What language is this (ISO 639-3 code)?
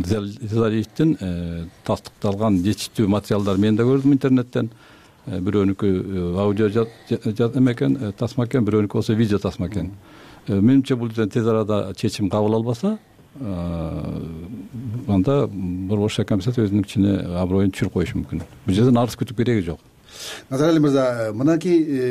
kir